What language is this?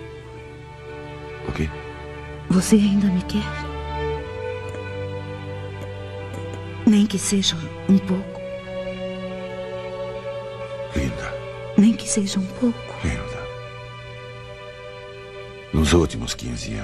Portuguese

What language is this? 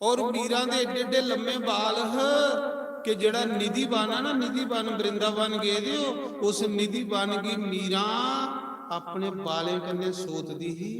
Dogri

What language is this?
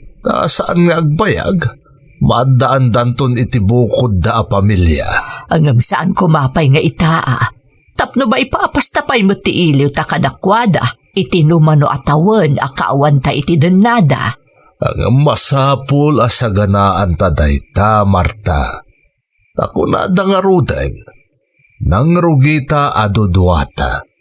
Iloko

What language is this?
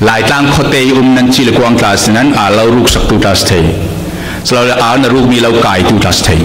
Falam Chin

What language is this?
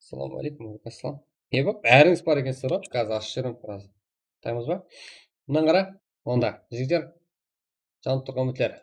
Kara-Kalpak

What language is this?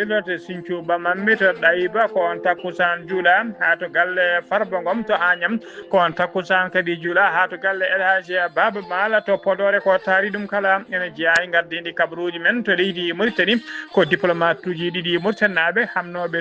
Fula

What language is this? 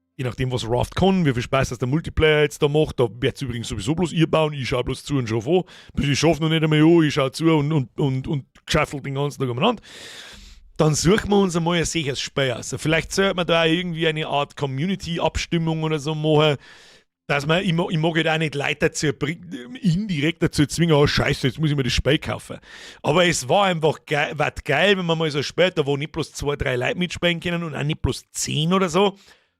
Bavarian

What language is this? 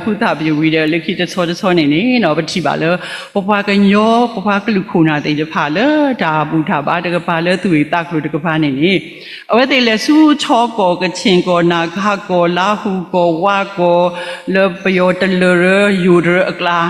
S'gaw Karen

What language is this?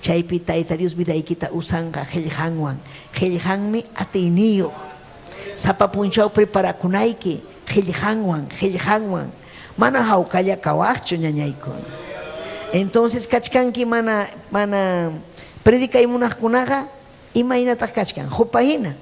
Ayacucho Quechua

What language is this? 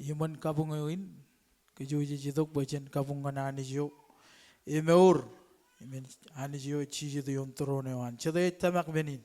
Marshallese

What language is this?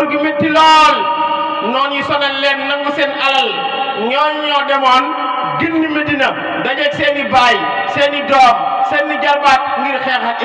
Wolof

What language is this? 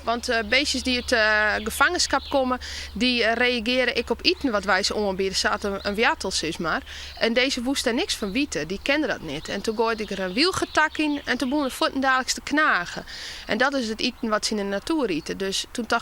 Western Frisian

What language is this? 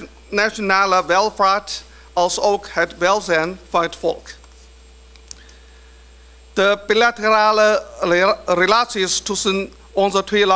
Dutch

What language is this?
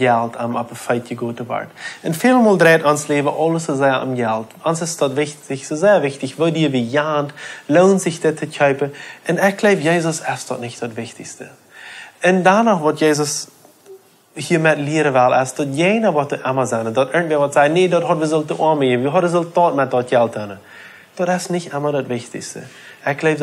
Plautdietsch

